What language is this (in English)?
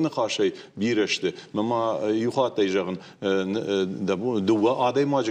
Ossetic